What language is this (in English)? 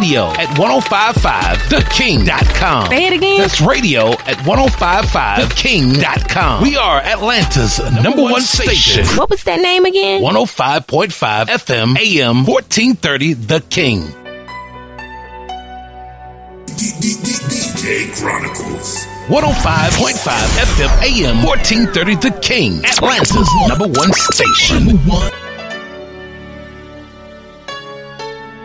English